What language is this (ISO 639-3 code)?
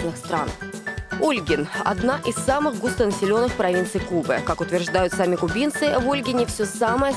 rus